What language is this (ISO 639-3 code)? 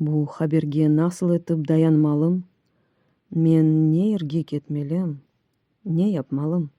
crh